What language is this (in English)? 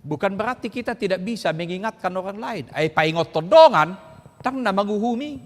Batak Toba